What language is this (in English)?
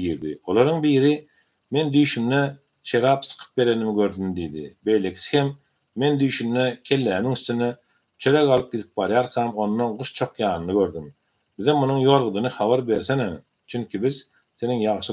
Turkmen